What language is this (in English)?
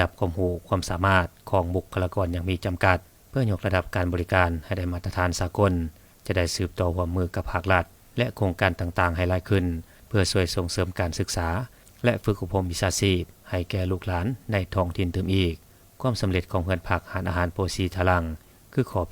Lao